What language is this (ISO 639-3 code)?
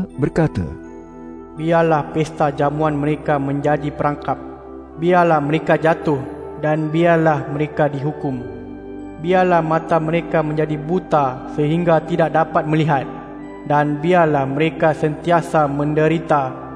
msa